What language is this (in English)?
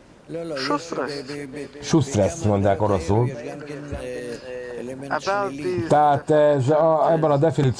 Hungarian